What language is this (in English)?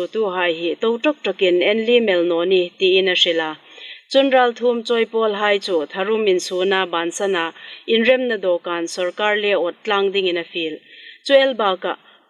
Hmar